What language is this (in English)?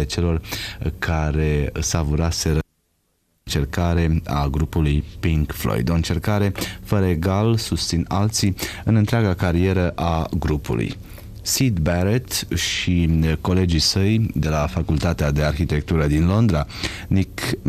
Romanian